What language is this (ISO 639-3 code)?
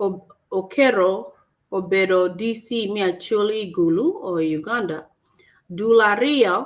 ach